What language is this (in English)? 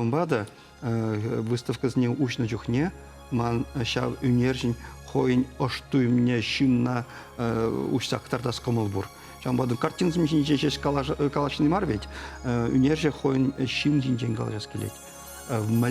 Chuvash